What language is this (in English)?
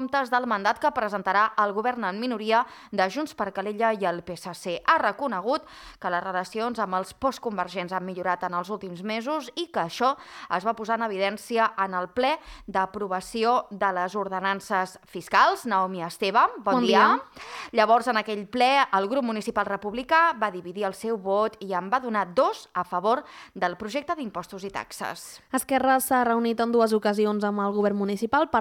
Catalan